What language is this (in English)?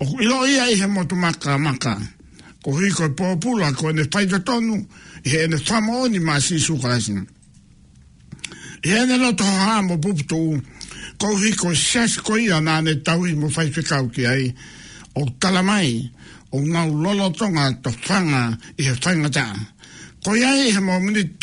Tongan